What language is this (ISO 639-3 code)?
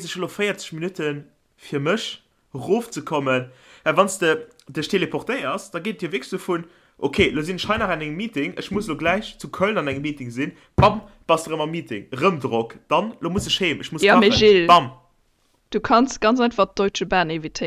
ltz